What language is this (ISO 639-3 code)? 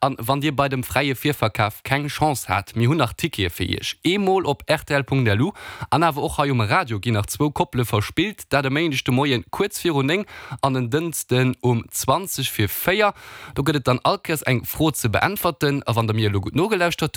ltz